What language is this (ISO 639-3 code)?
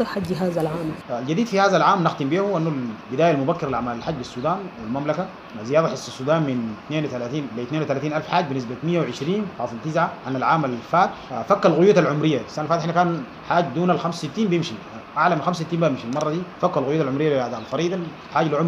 apd